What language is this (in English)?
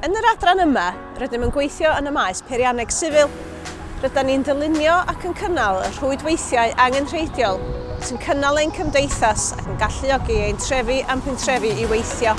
Welsh